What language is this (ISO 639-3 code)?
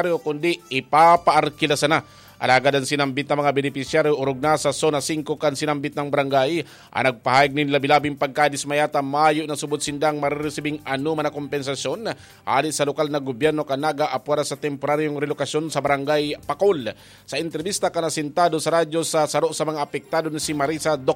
bik